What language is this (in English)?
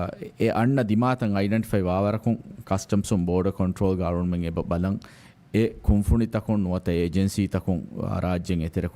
Divehi